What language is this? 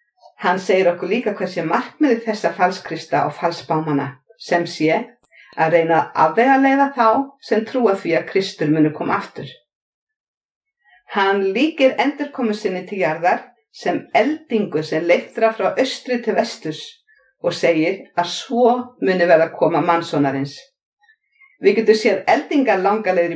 Icelandic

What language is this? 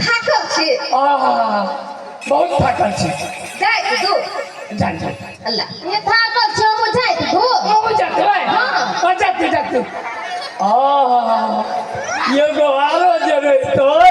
Maithili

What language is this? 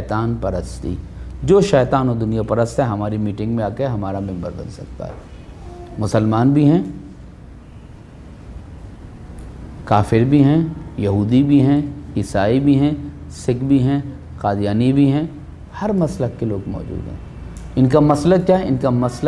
Urdu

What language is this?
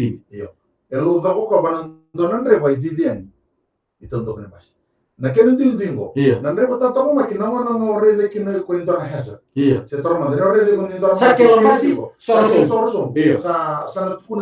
Fijian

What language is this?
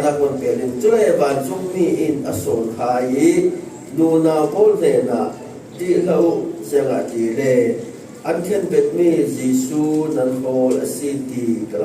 Falam Chin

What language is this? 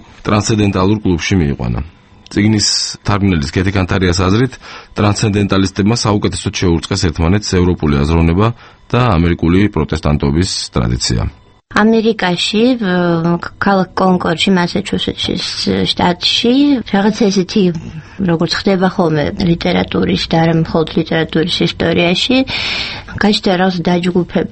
Georgian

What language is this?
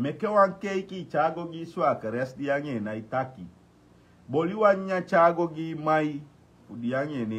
Sranan Tongo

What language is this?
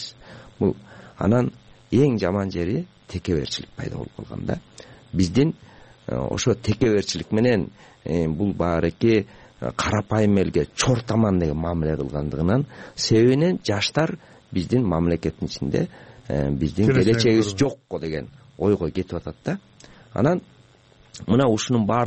Kyrgyz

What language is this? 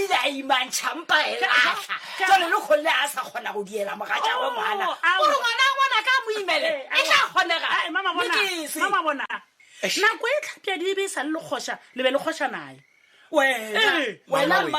Northern Sotho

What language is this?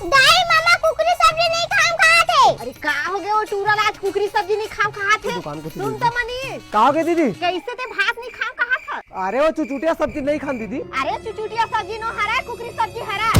Chhattisgarhi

